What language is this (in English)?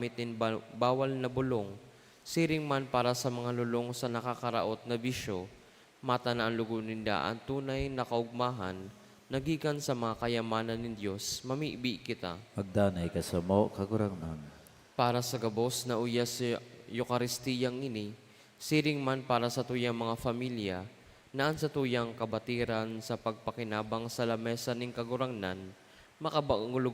Bikol